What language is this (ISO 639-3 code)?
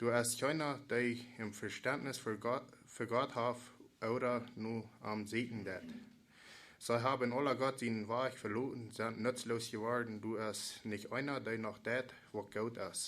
pdt